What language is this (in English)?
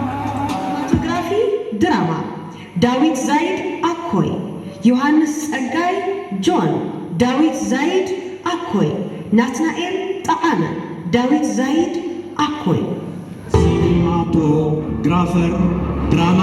Tigrinya